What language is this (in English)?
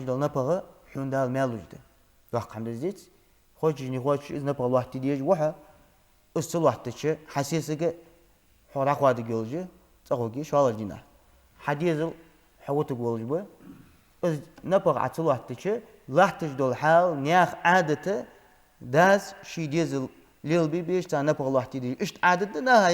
Ingush